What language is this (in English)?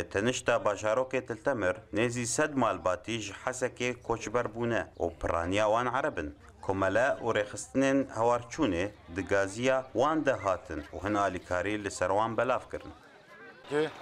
Kurdish